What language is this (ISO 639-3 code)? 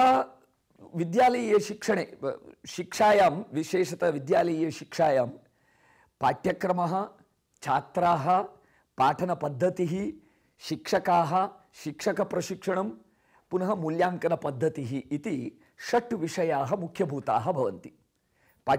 san